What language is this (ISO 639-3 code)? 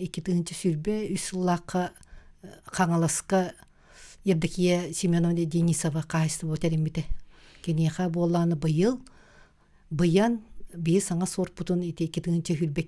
sah